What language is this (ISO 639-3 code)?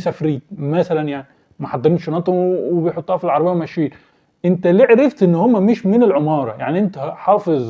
arz